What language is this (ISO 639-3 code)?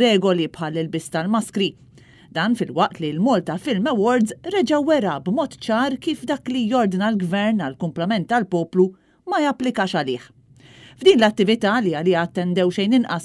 mlt